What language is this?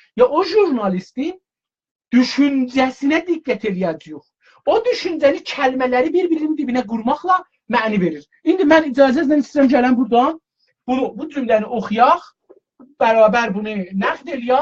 South Azerbaijani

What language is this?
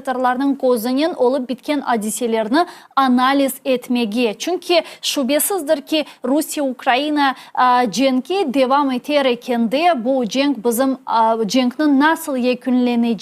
Crimean Tatar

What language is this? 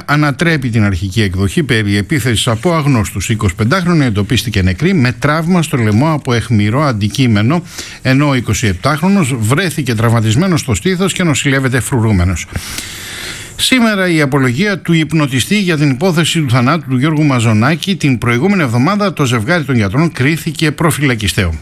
Greek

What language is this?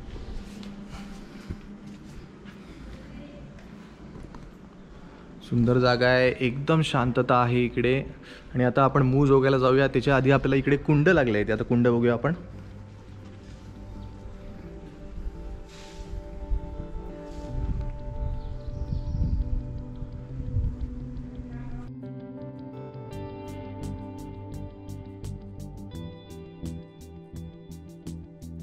Marathi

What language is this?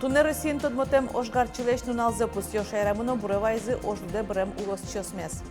Udmurt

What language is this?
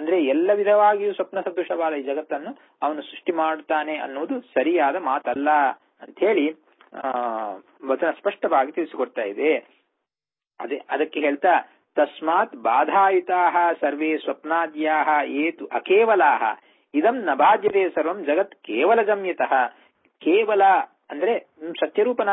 Kannada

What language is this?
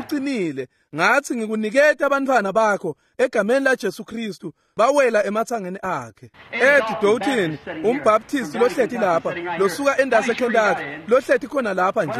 Swati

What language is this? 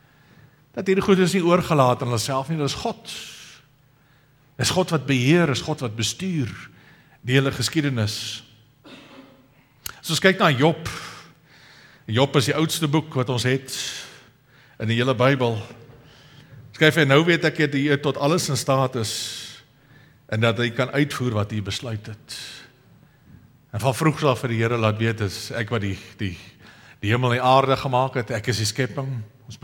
Afrikaans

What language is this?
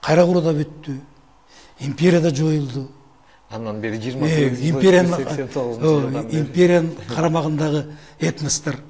Kyrgyz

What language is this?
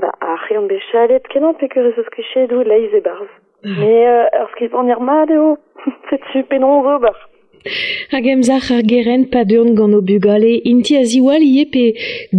Breton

